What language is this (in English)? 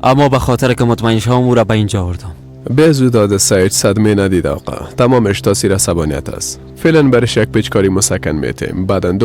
Persian